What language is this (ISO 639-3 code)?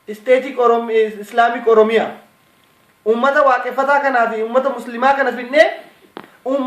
orm